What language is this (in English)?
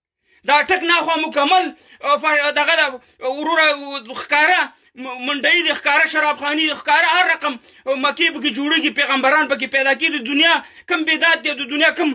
Pashto